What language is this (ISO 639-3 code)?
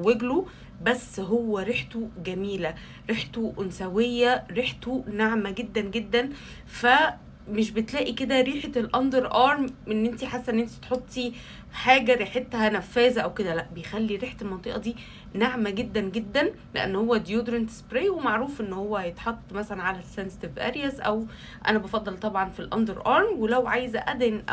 arz